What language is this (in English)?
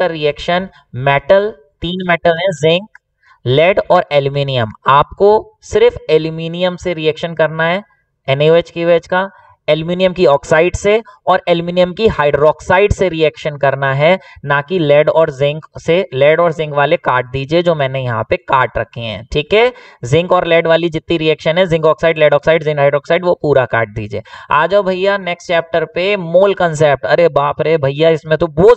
Hindi